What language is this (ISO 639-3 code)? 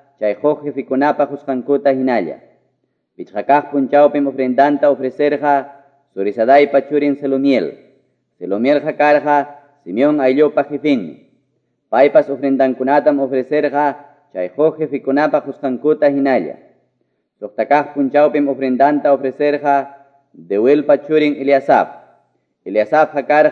que